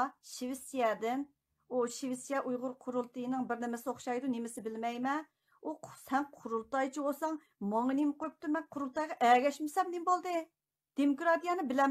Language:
Uyghur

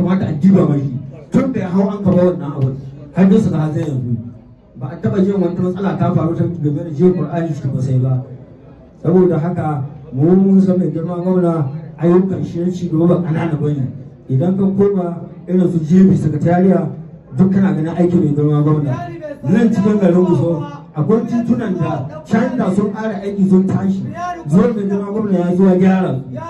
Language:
Hausa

